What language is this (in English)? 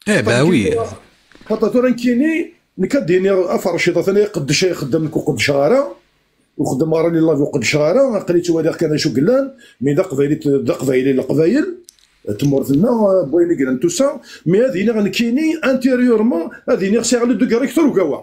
Kabyle